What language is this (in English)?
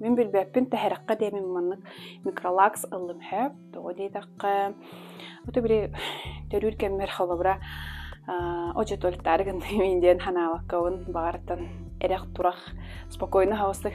Yakut